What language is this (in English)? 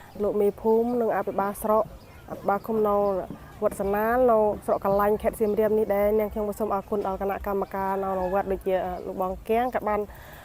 Khmer